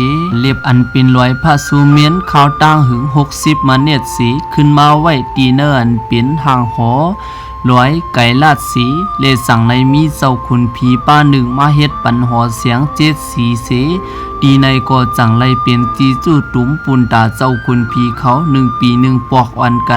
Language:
Shan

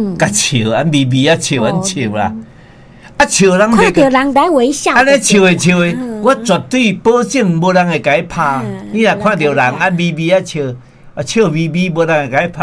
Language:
Min Nan Chinese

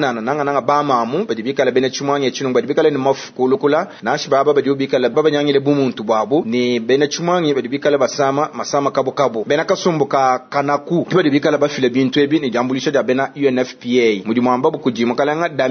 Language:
Luba-Lulua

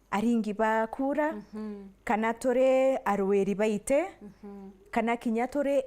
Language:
Meru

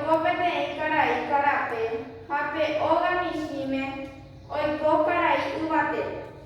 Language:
Guarani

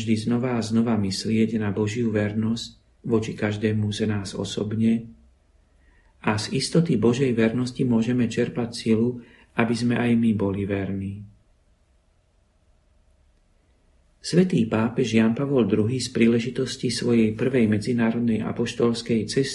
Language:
Slovak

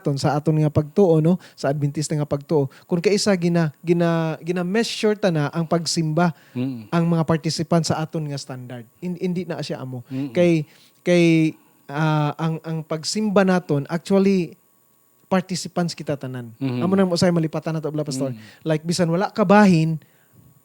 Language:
Hiligaynon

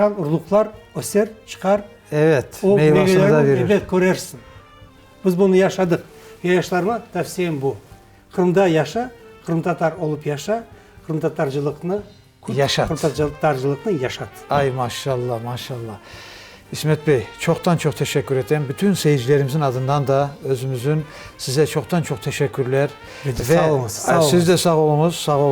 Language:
Crimean Tatar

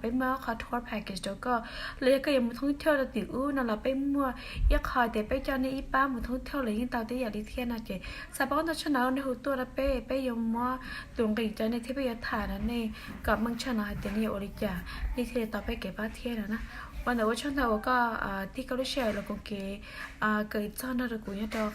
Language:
Hmong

